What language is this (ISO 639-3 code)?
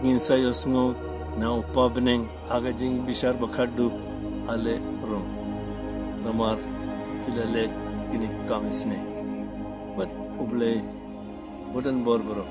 kha